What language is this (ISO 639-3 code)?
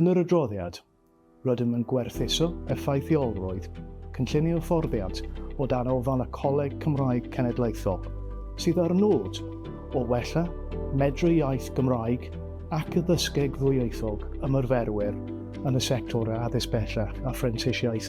cym